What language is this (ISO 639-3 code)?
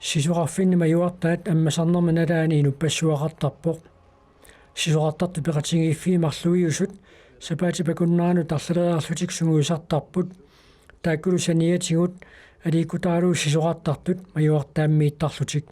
kal